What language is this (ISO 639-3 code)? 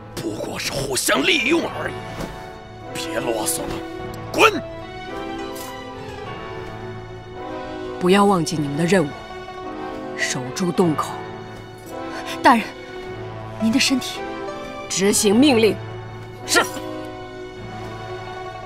zho